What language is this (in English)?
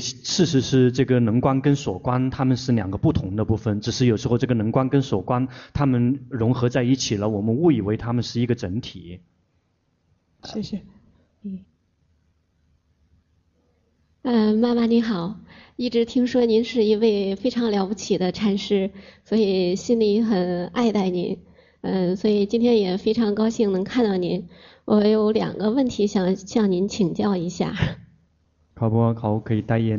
Chinese